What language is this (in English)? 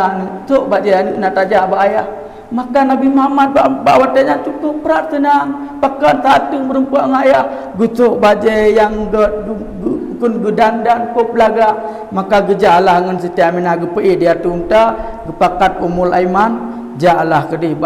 Achinese